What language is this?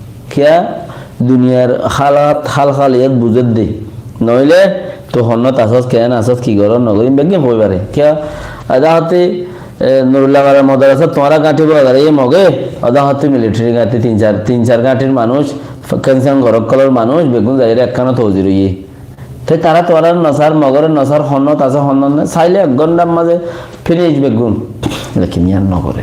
Rohingya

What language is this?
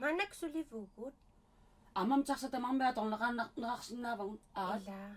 Kalaallisut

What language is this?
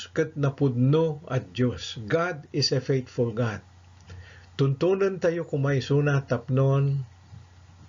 Iloko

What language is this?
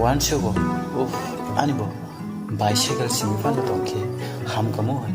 Kok Borok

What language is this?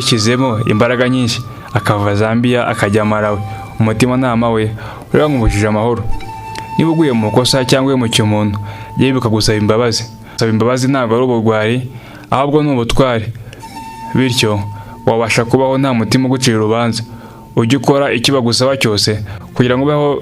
Kinyarwanda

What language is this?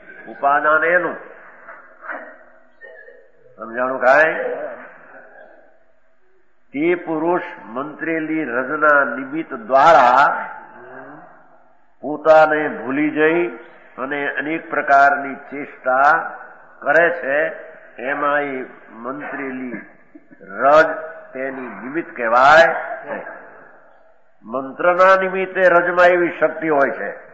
Gujarati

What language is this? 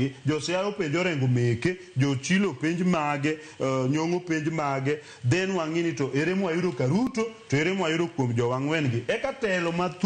Luo (Kenya and Tanzania)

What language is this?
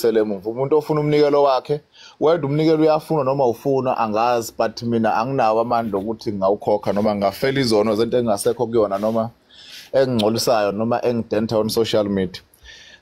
Zulu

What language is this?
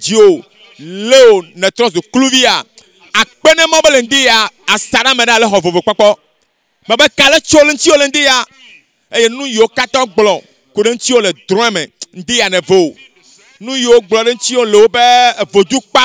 Ewe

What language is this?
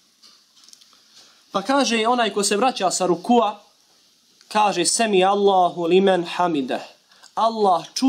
Bosnian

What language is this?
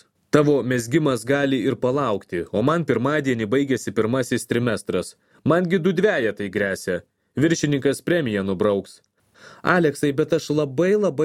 Lithuanian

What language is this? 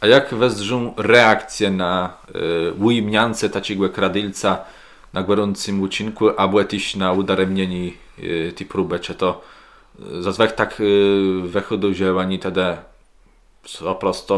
Kashubian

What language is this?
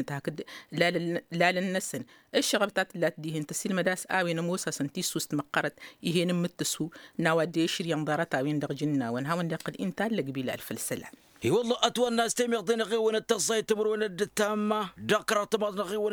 Tamasheq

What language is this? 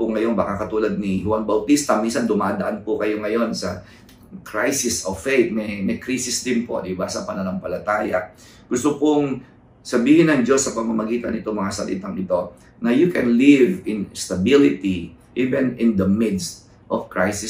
Filipino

